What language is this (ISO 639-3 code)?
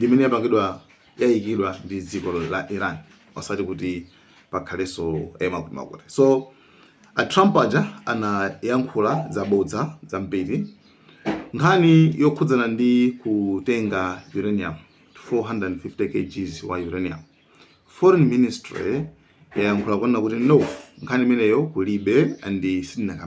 nya